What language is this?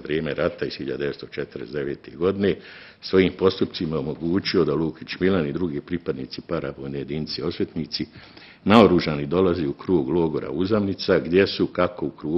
Bosnian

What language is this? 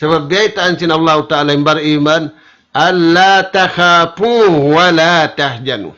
Tausug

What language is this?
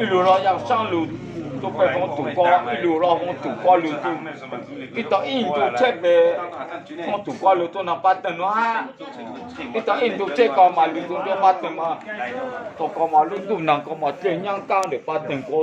Hmong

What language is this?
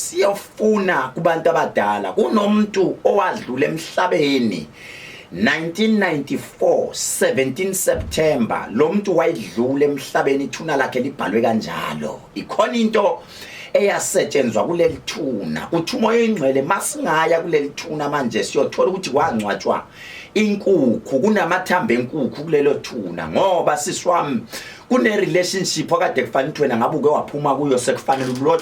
Zulu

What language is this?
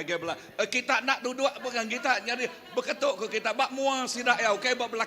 Iban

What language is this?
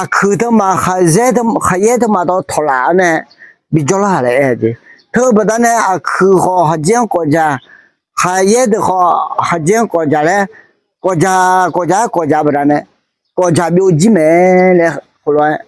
Akha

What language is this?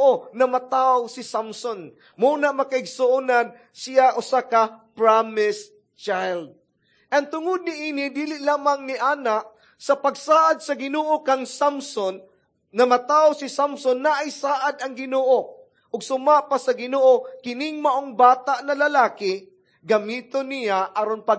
Cebuano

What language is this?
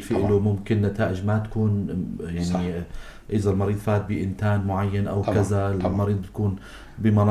North Levantine Arabic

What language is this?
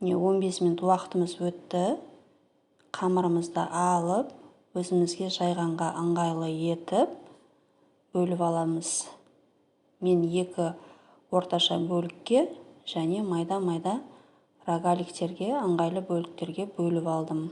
Kazakh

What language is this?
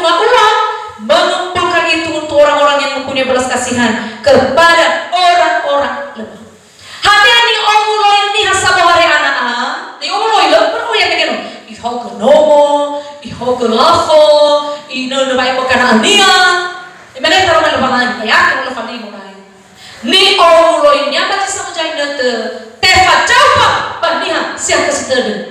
Nias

